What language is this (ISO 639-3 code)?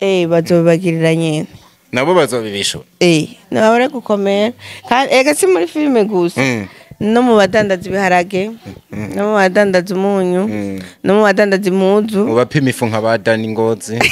run